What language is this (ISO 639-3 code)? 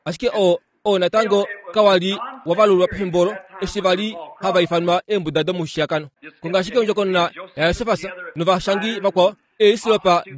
kua